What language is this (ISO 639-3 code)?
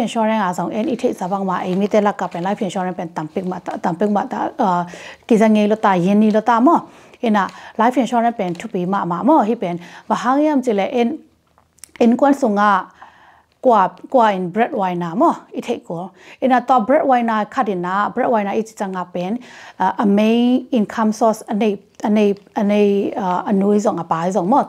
ctd